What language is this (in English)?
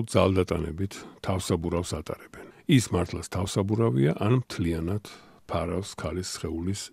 Georgian